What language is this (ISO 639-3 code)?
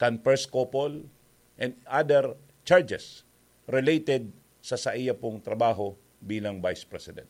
bik